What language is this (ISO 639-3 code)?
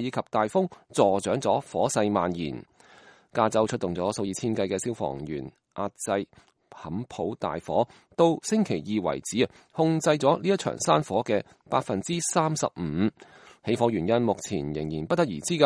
yue